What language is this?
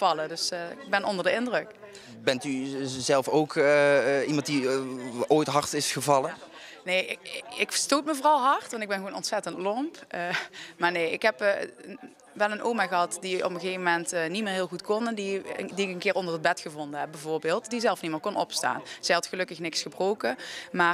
Dutch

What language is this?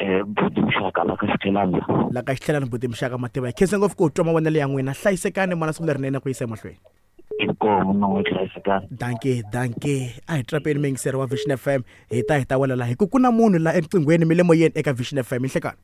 Tsonga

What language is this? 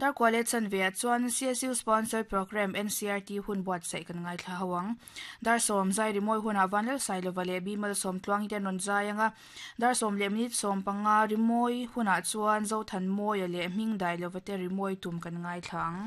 Mizo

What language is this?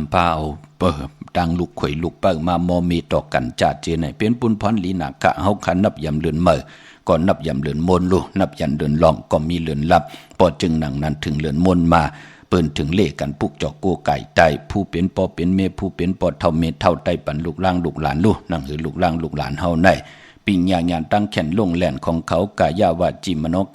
Shan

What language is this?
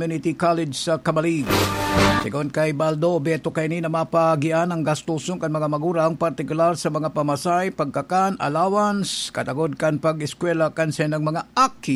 Bikol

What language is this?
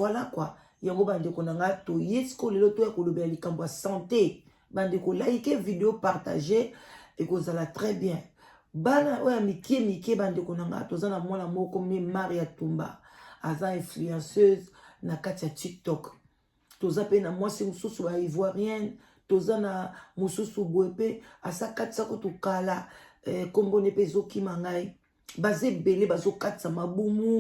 Lingala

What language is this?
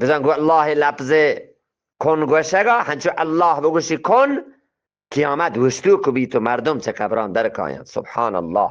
Eastern Balochi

